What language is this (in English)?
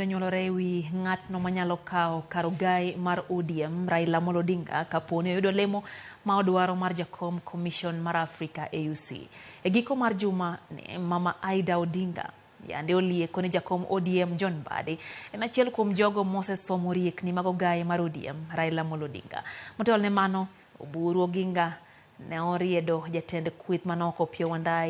Luo (Kenya and Tanzania)